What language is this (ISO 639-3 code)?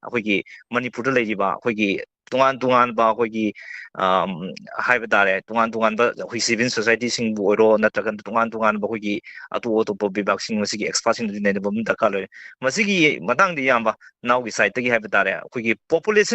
mni